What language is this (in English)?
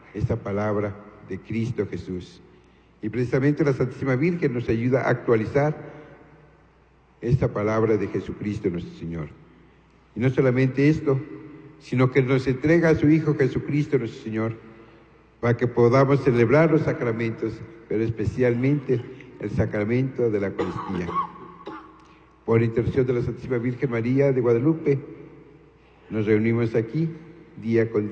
Spanish